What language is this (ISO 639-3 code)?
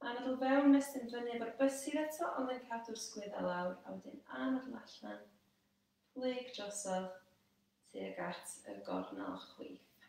cym